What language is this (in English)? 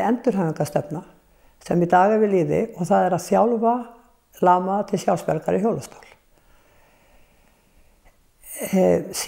Icelandic